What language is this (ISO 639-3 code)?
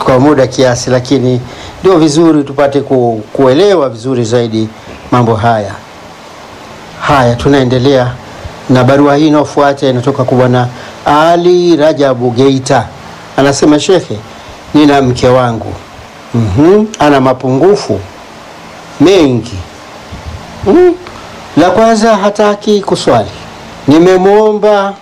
swa